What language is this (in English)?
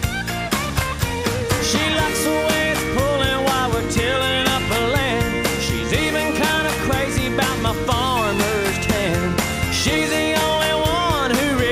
English